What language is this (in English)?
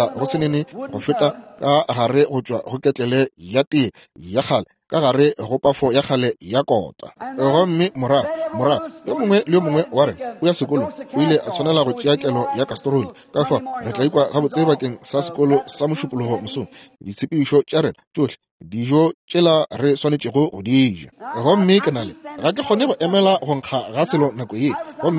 Northern Sotho